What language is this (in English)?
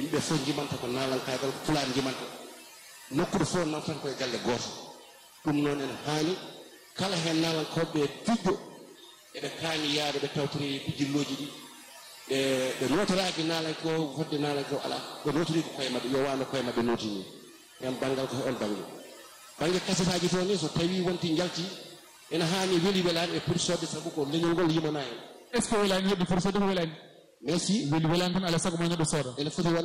Fula